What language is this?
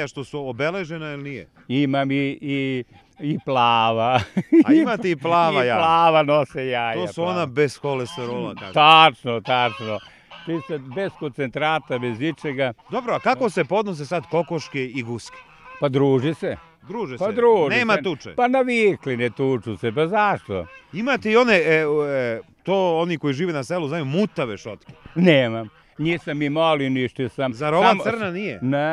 Serbian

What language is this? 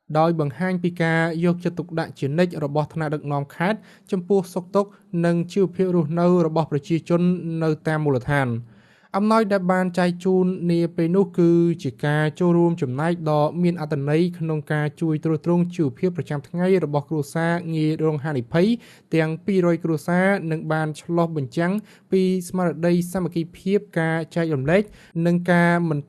Khmer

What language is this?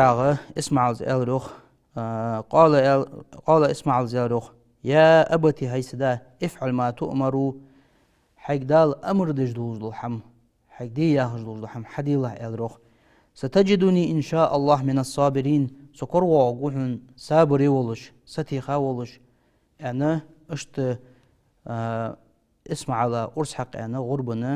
Ingush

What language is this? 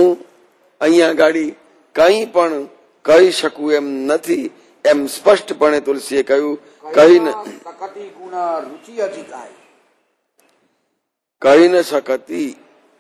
Gujarati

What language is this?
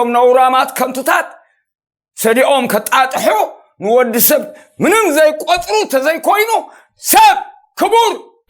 Tigrinya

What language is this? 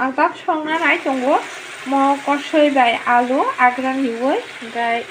Kok Borok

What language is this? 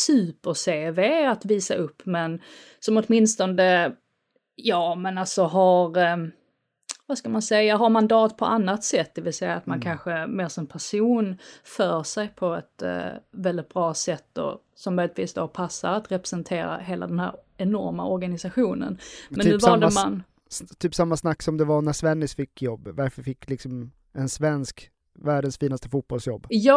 Swedish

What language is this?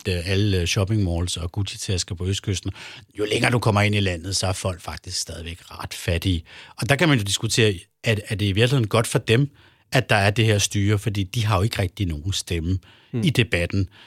Danish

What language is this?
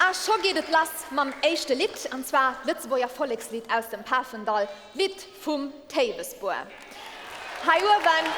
Luxembourgish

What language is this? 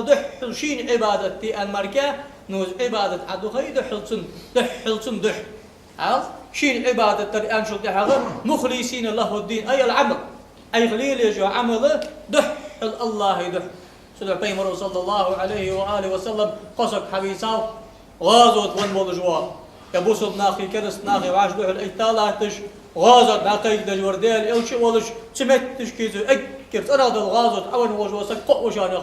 Ingush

